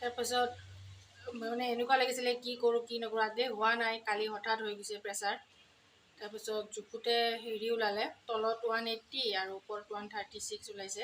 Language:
Assamese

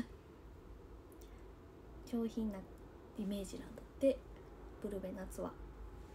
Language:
Japanese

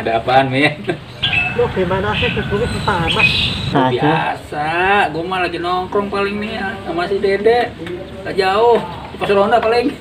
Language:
Betawi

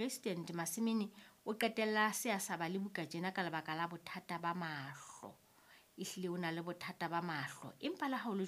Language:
Southern Sotho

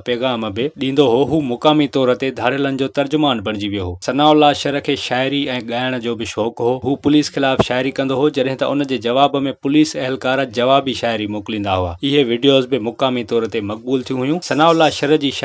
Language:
Sindhi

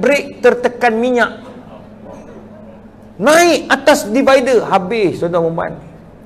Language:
Malay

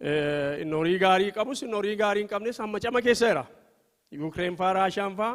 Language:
Oromo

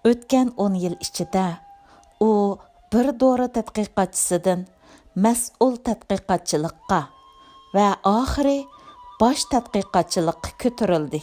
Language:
Uyghur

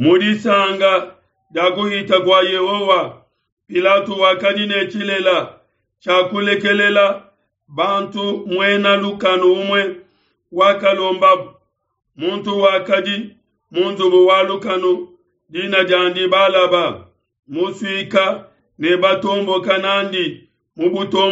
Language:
Luba-Lulua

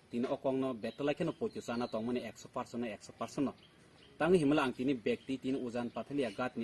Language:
Kok Borok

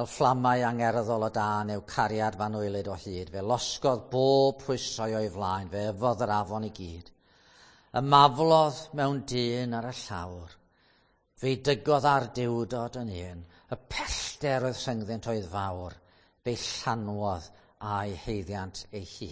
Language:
Welsh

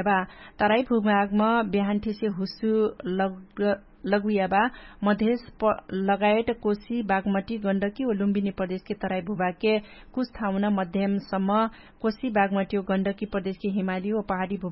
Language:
Dangaura Tharu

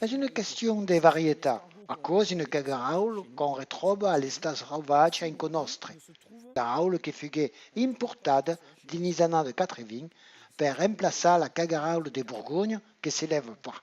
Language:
Occitan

